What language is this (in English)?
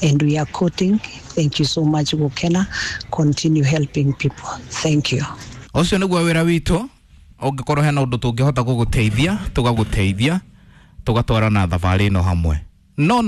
Kikuyu